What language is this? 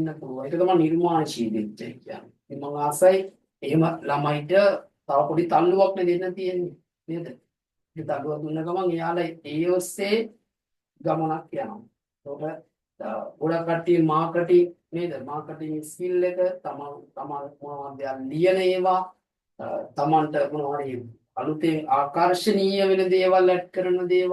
Sinhala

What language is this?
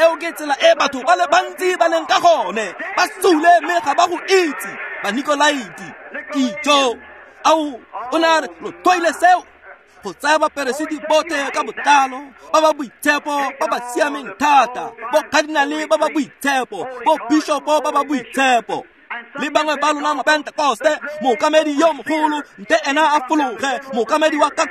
Tswana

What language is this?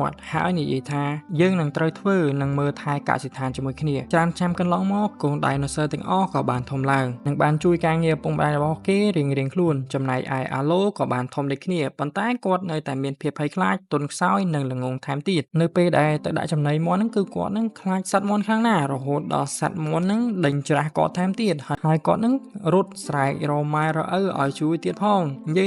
Khmer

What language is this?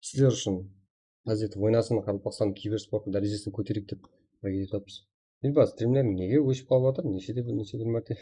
Kara-Kalpak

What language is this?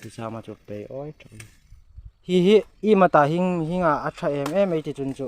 Hmar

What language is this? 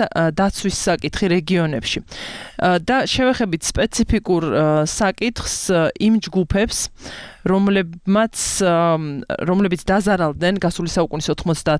Georgian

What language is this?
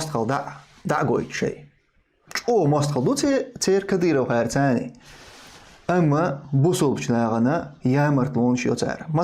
Chechen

